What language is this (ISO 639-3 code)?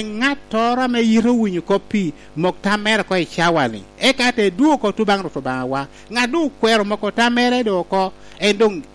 laj